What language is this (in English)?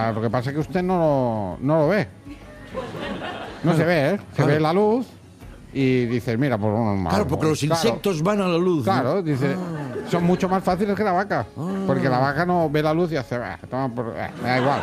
Spanish